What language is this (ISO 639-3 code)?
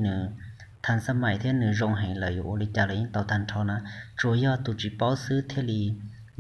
hmn